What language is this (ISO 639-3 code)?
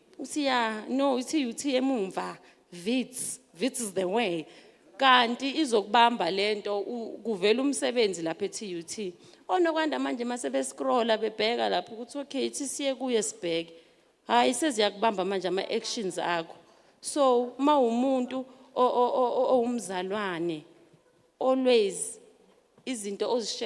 zul